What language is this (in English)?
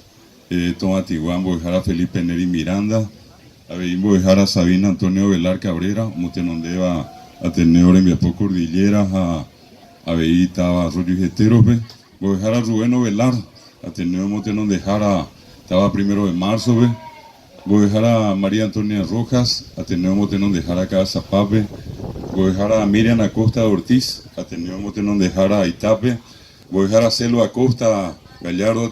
Guarani